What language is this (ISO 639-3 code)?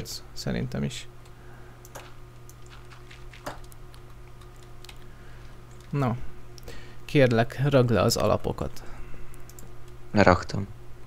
hun